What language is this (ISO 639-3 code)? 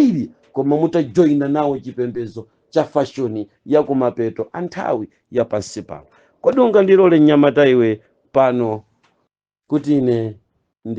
nya